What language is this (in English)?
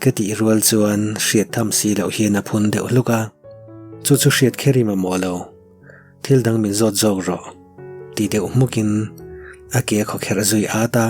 Mizo